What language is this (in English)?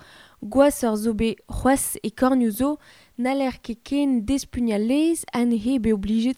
Breton